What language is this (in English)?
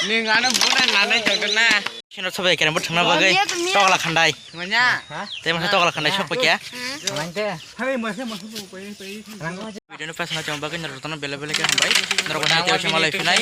Kok Borok